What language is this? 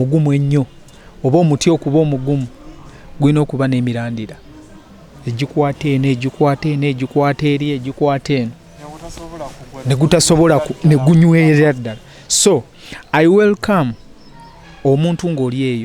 Ganda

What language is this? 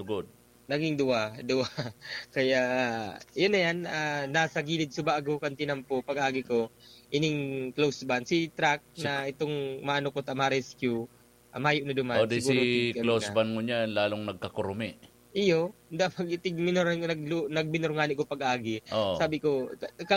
Bikol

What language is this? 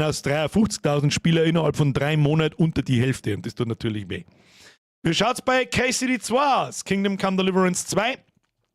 Bavarian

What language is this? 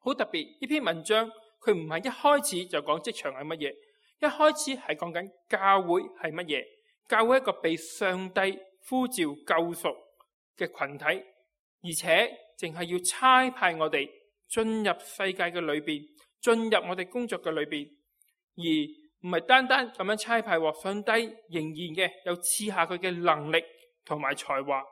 Cantonese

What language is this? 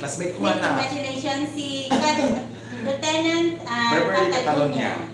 Hiligaynon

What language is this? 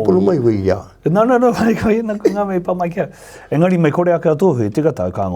Māori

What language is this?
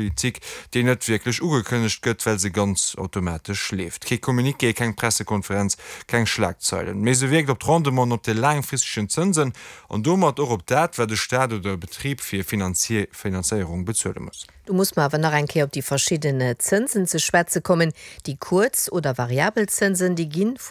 Luxembourgish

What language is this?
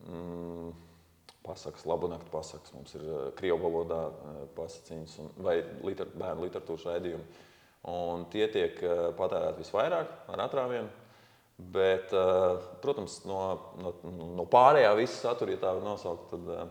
Latvian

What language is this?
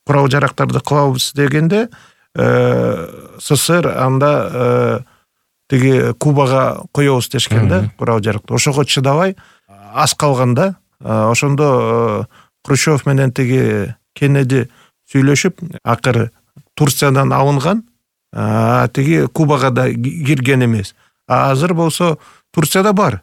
Kyrgyz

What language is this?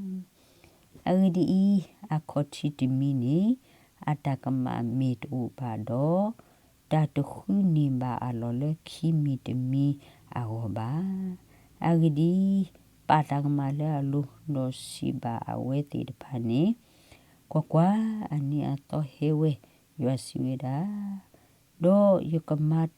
S'gaw Karen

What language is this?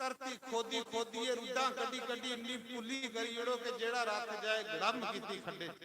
Dogri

